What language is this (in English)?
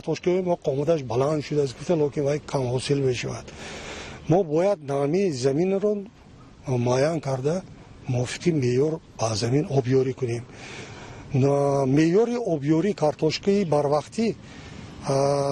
Tajik